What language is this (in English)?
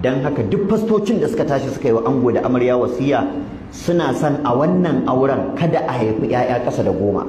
Hausa